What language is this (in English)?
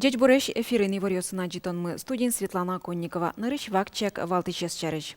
Udmurt